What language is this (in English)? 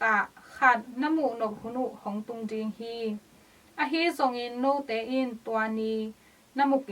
Tedim Chin